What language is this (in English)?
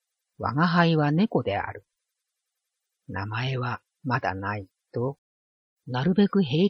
Japanese